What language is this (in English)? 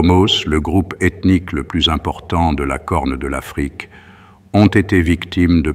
French